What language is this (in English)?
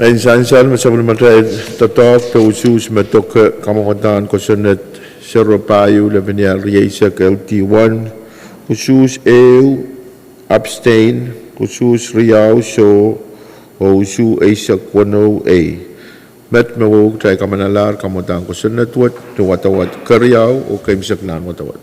Pohnpeian